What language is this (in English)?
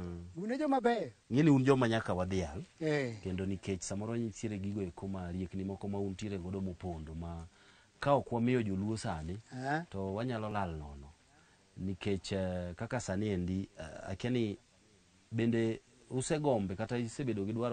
Luo (Kenya and Tanzania)